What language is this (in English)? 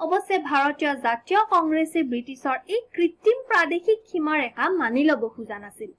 Assamese